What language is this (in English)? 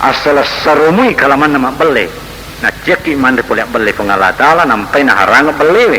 Buginese